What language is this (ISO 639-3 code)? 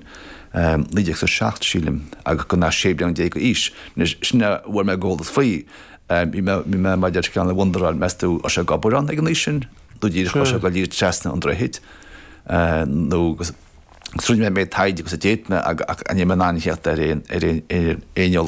gle